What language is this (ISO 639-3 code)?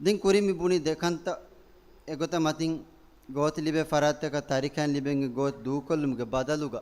div